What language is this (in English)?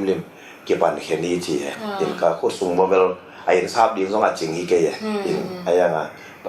Tedim Chin